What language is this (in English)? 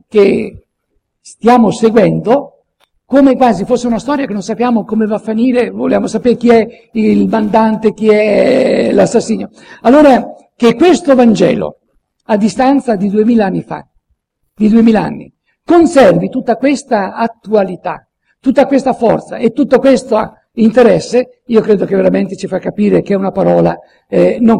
Italian